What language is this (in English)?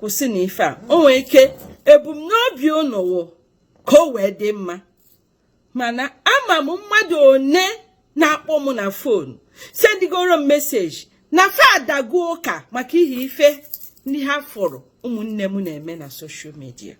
Igbo